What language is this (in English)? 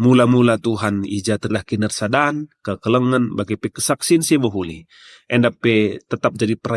Batak Karo